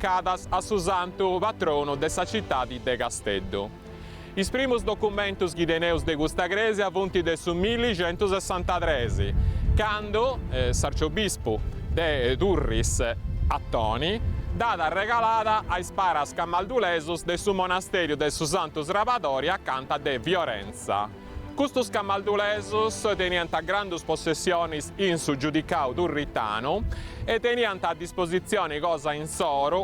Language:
Sardinian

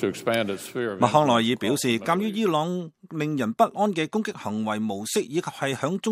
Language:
Cantonese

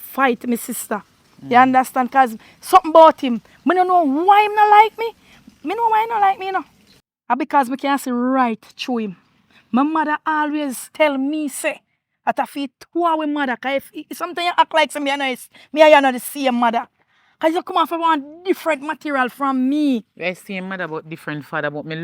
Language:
Jamaican Creole English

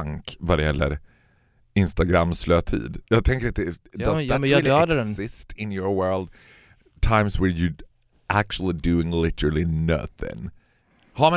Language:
Swedish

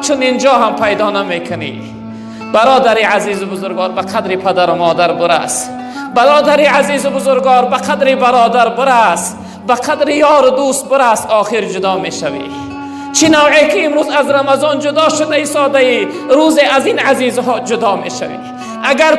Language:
Tajik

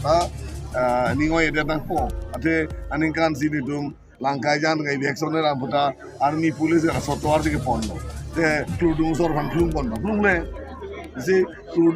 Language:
Karbi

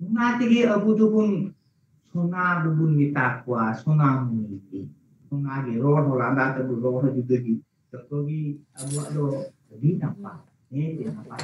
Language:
Santali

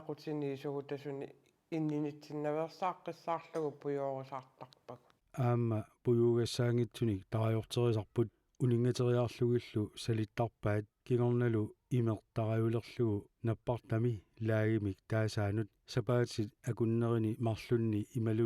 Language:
Kalaallisut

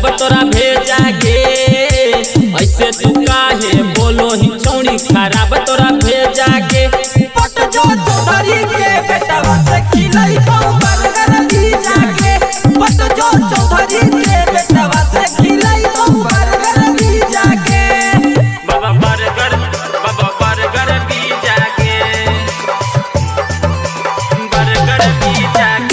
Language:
Magahi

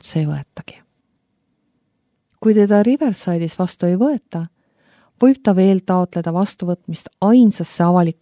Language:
Estonian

